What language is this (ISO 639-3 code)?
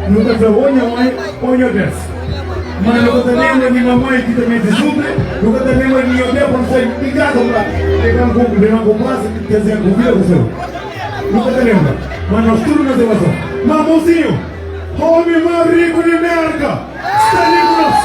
kea